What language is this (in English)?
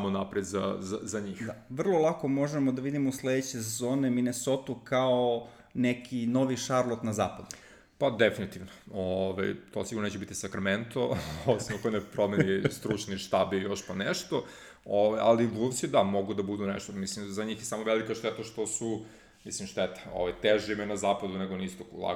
Serbian